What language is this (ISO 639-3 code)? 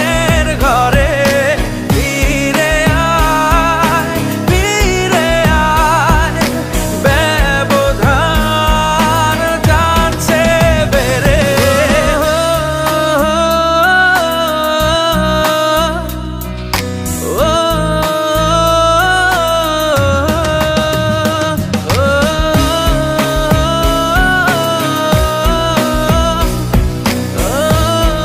ben